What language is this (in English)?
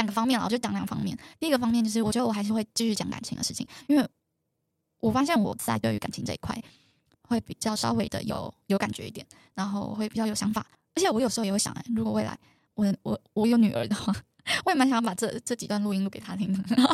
Chinese